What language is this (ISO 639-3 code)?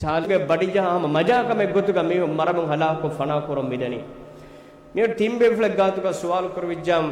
div